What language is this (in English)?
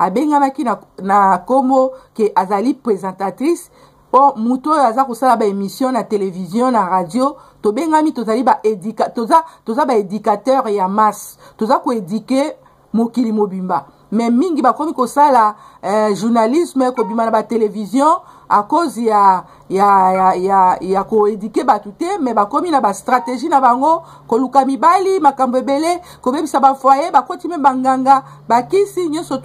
Lingala